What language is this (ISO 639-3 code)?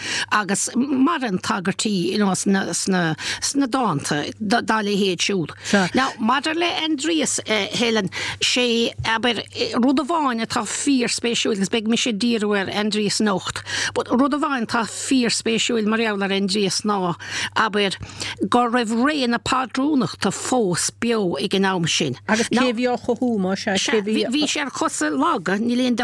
gle